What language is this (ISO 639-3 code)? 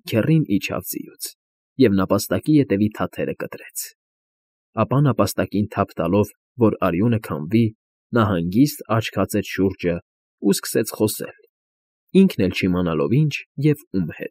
hye